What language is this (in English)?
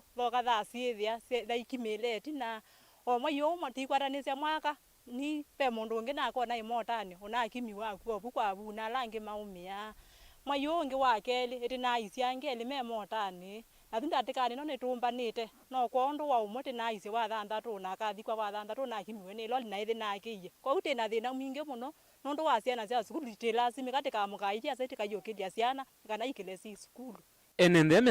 Kamba